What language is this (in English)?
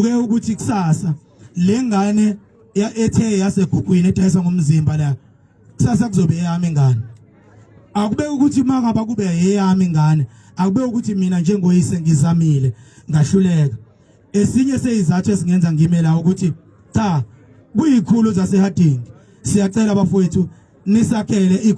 Zulu